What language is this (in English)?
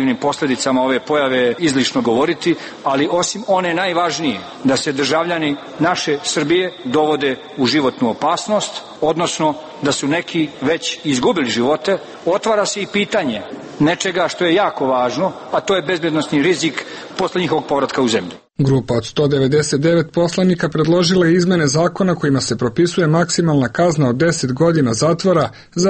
Serbian